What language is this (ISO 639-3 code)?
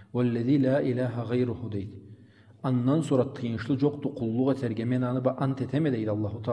krc